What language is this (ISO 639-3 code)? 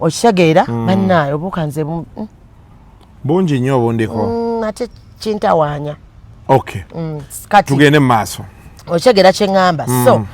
lug